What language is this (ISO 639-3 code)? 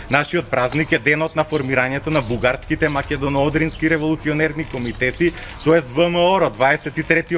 mkd